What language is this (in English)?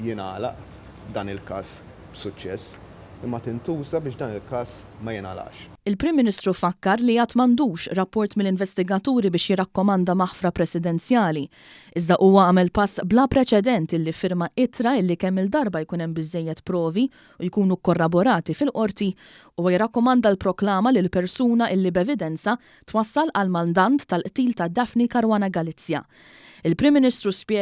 Maltese